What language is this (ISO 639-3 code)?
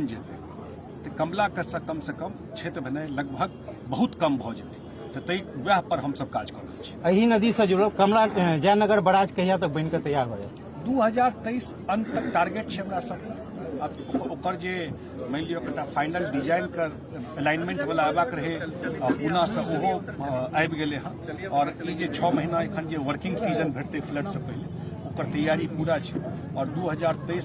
mai